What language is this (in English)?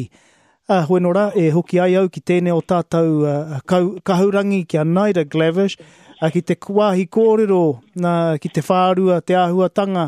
Māori